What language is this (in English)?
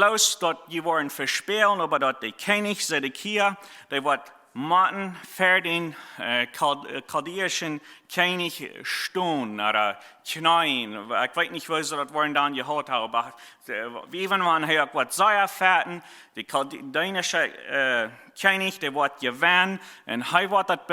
Plautdietsch